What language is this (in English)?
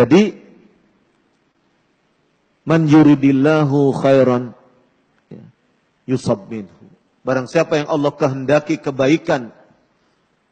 Indonesian